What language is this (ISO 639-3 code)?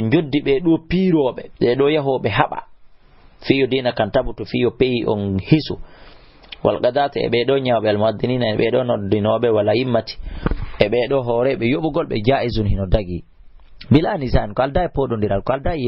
ful